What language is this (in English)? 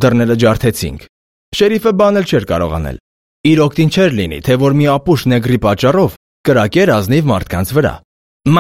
Armenian